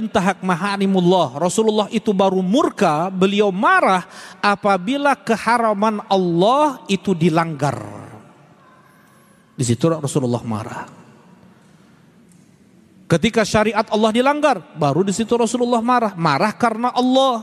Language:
Indonesian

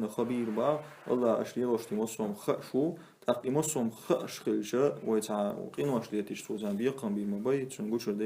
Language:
Chechen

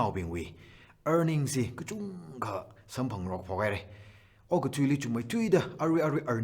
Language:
Tangkhul Naga (India)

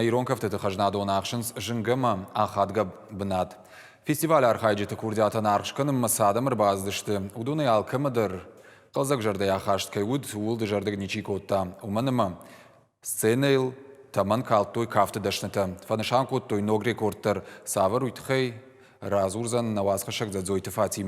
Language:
Ossetic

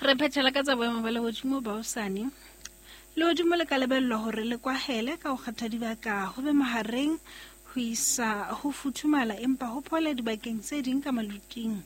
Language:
Southern Sotho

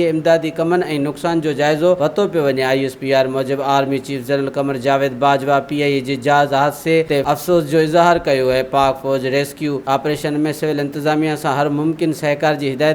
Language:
Sindhi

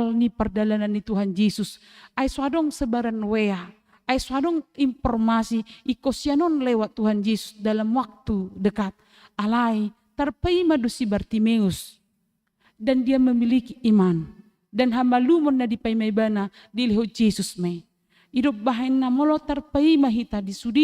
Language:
Batak Toba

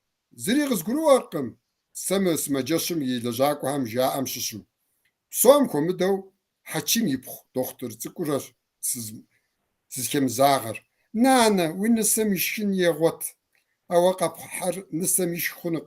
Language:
Kabardian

